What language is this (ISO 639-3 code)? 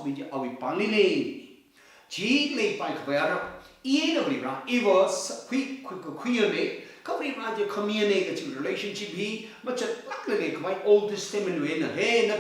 nmf